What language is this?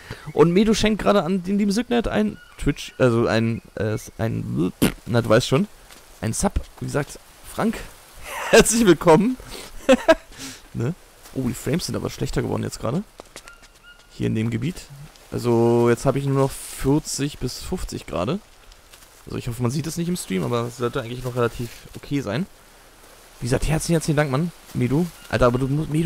German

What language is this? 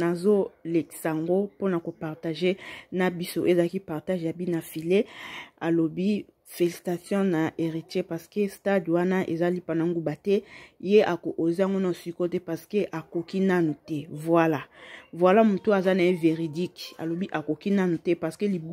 Lingala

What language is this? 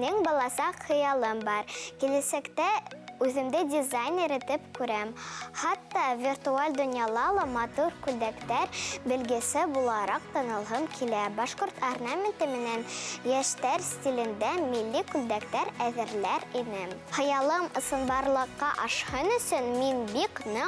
Bashkir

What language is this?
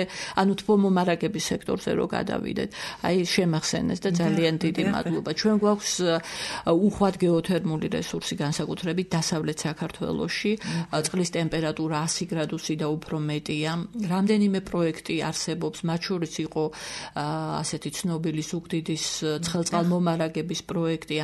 Georgian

